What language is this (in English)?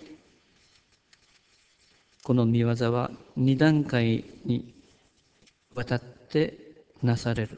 Japanese